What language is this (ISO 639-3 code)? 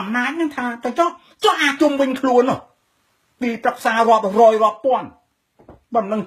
khm